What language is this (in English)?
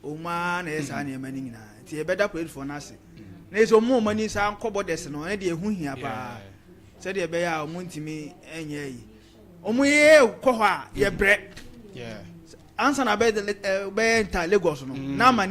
Akan